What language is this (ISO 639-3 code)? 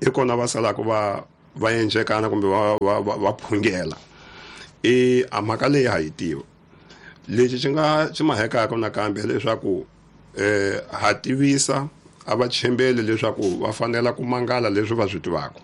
tso